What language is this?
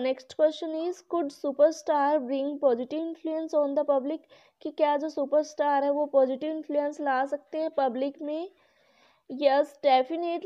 Hindi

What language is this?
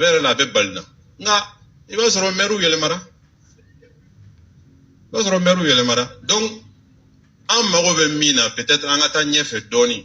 Bambara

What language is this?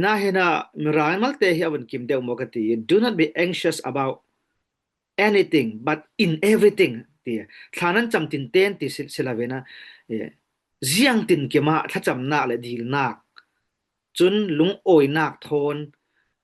Falam Chin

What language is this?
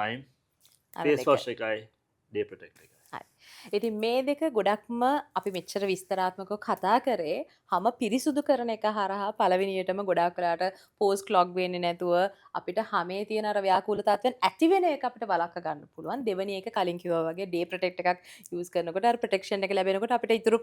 Sinhala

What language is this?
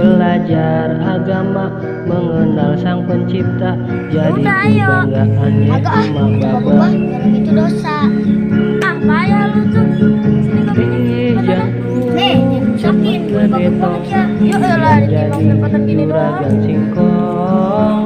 Betawi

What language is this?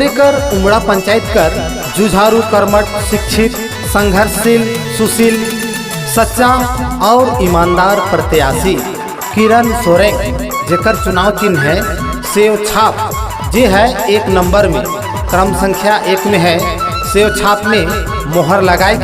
Sadri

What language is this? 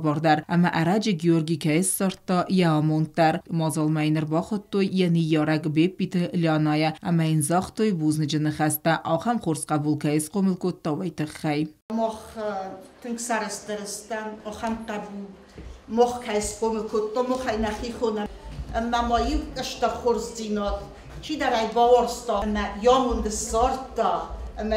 Ossetic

